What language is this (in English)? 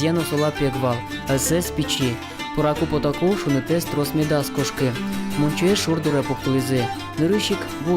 Udmurt